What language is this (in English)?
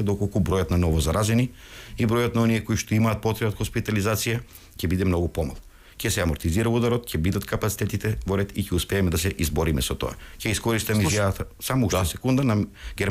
Macedonian